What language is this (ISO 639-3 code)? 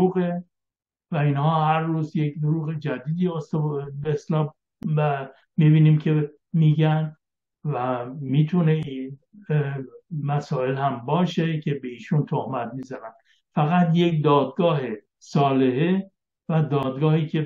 fas